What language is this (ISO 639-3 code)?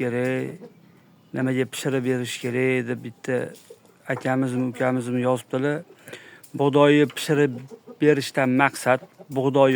uzb